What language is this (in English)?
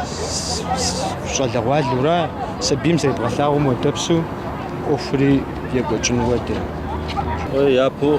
Kabardian